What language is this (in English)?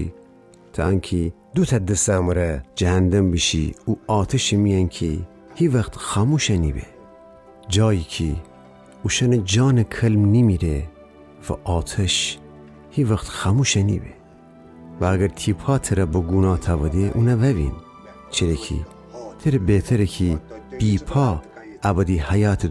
Gilaki